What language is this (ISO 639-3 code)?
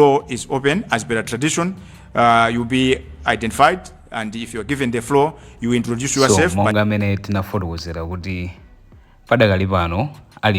nya